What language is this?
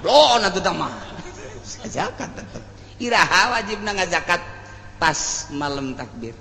Sundanese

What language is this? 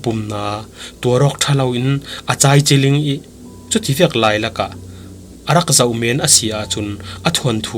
Falam Chin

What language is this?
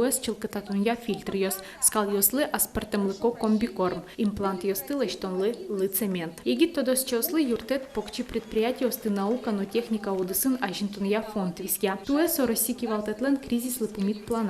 Udmurt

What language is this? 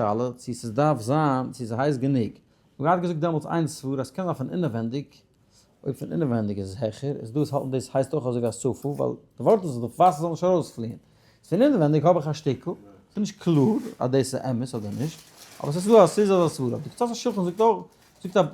Yiddish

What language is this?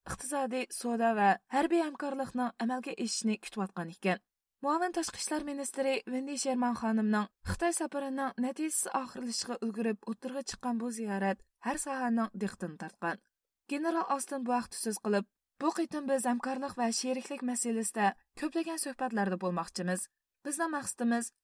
Uyghur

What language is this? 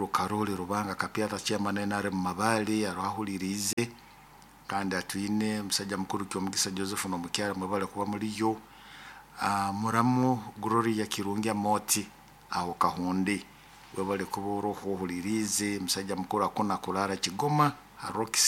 Nyoro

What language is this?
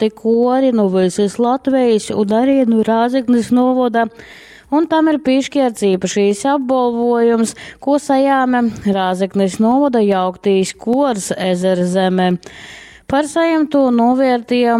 Latgalian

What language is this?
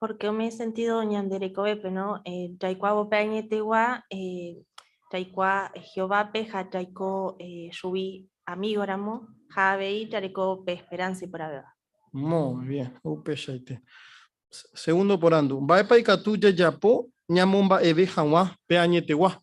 Guarani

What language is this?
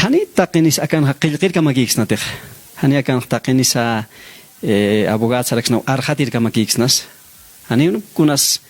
Aymara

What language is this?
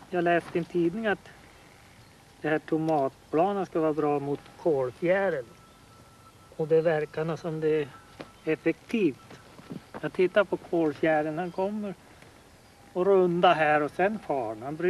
Swedish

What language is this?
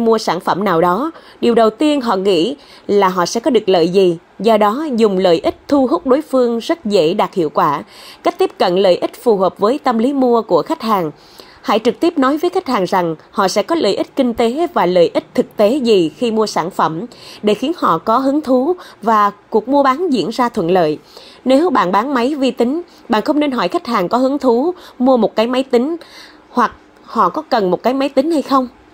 Vietnamese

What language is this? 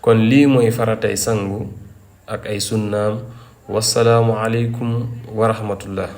Wolof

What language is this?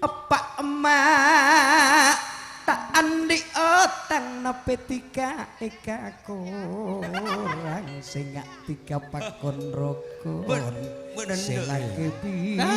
Madurese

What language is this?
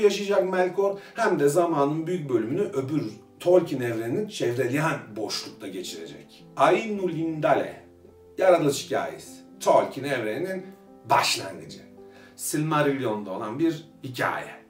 Turkish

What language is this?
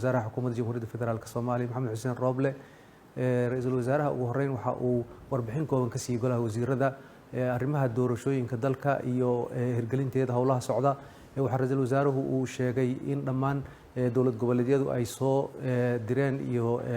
Somali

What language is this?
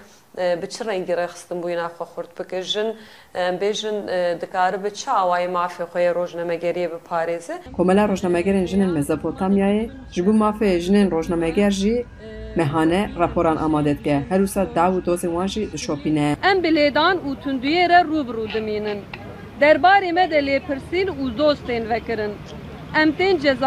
Kurdish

